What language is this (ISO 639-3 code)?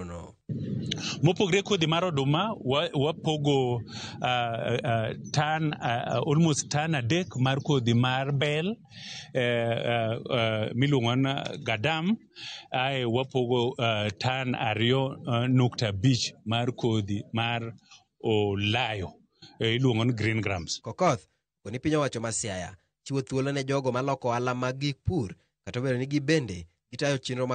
luo